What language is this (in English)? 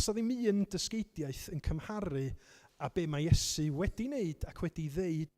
Welsh